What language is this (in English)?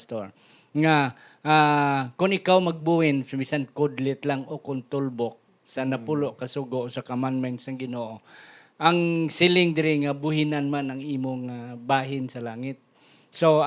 Hiligaynon